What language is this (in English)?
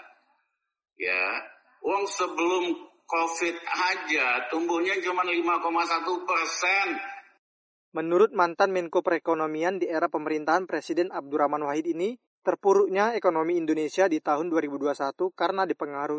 Indonesian